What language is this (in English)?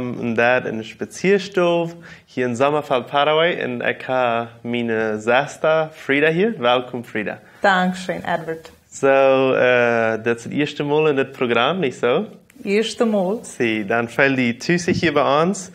Plautdietsch